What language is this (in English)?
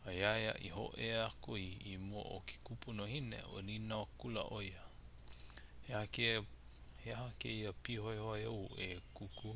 Hawaiian